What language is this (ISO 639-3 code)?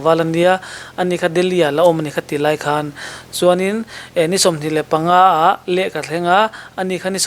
lus